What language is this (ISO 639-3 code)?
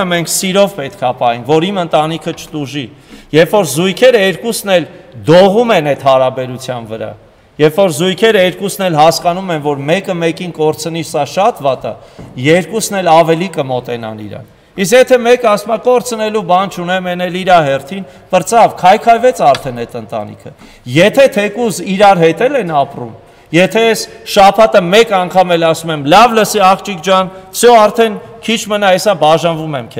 hye